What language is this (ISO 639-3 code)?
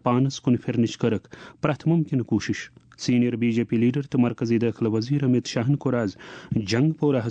kas